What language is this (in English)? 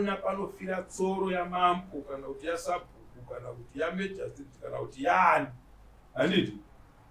Shona